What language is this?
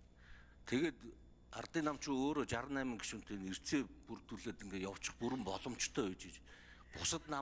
Mongolian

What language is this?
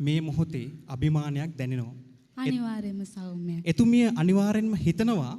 Sinhala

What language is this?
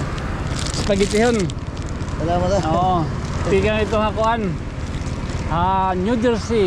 Waray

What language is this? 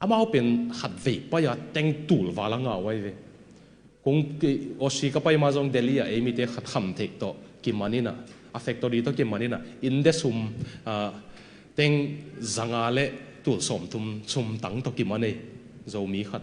Tedim Chin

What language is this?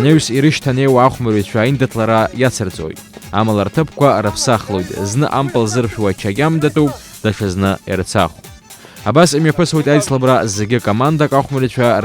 Abkhazian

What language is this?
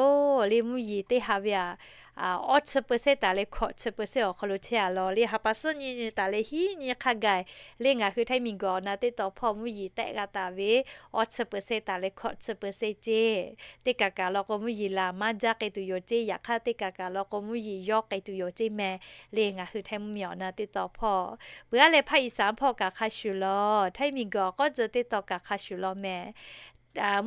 Lahu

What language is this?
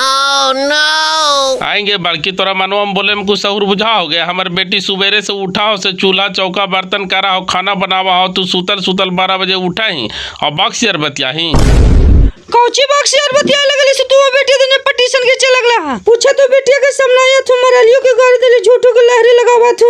Magahi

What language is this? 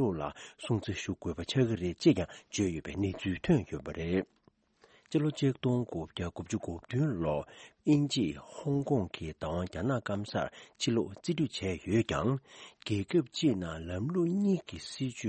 Tibetan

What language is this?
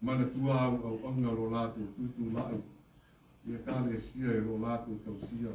Samoan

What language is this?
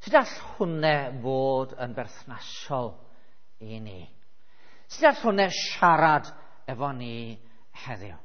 Welsh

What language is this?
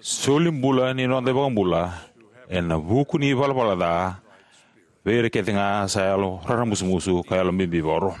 Fijian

